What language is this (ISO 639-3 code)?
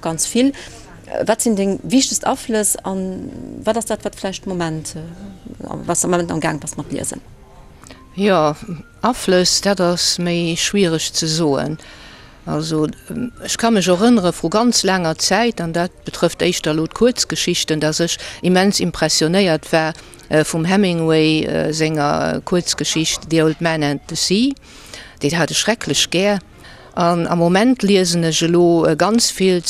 ltz